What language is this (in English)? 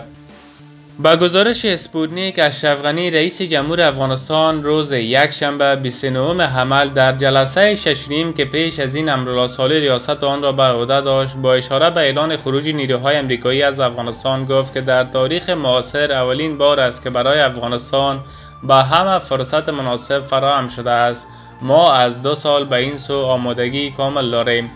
Persian